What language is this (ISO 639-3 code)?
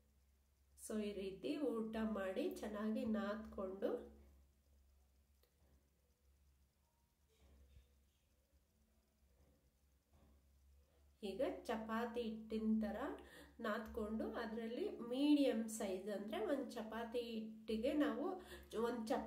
kan